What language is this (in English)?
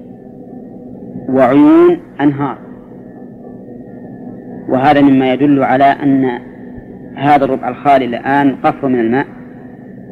Arabic